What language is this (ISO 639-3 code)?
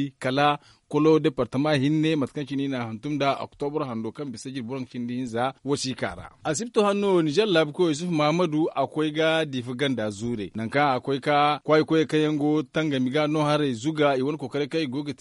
dje